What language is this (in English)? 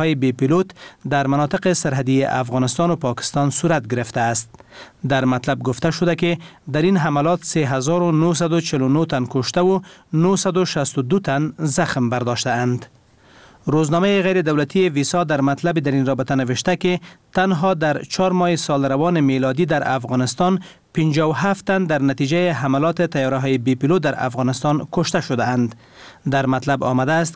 Persian